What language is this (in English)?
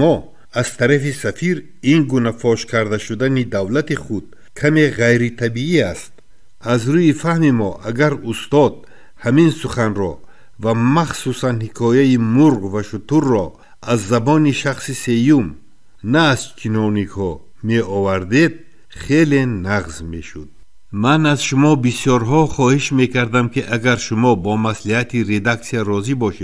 Tajik